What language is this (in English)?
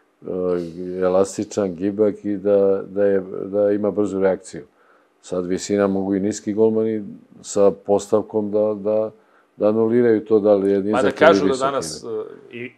Serbian